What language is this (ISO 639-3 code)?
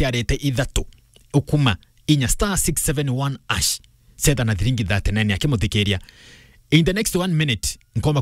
mer